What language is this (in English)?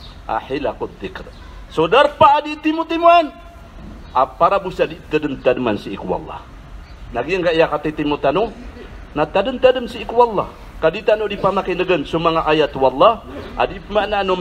Maranao